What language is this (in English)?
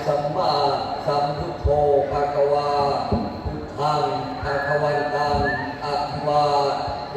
Pali